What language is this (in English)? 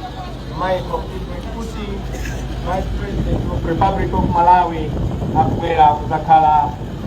Nyanja